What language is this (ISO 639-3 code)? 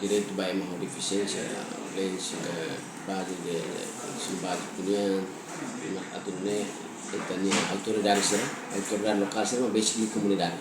tet